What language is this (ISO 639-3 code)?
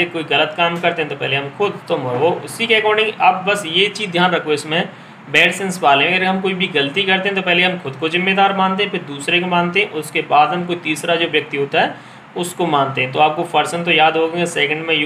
hin